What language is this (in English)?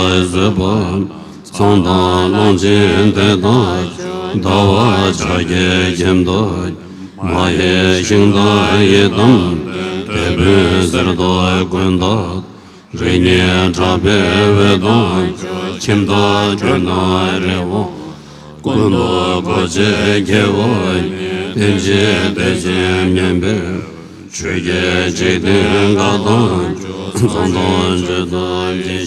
Tibetan